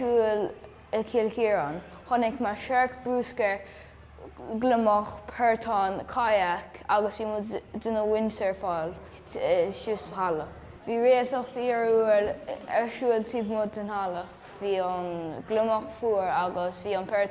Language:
Irish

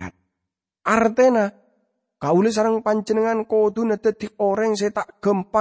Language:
Madurese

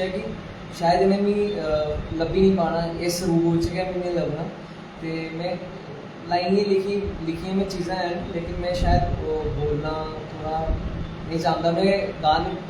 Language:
Dogri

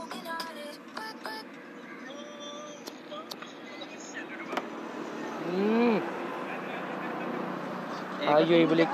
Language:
Malay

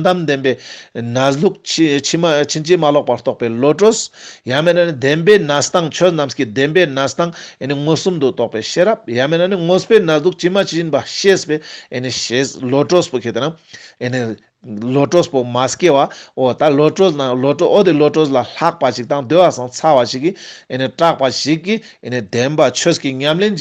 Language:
Ladakhi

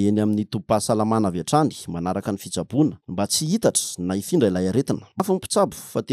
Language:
Malagasy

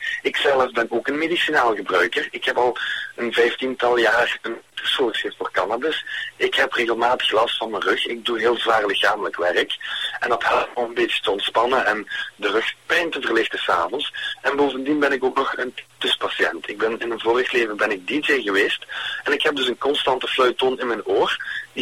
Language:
Dutch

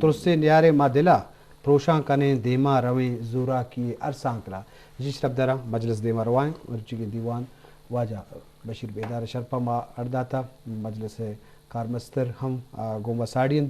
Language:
Eastern Balochi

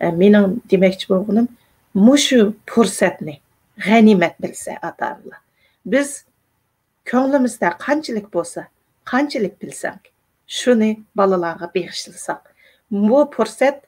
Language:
Uyghur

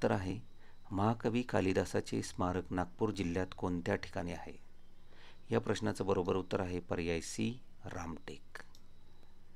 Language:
Marathi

